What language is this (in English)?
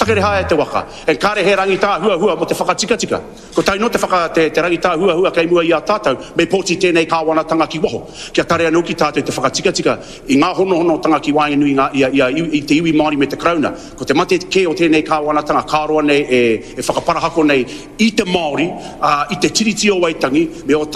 Māori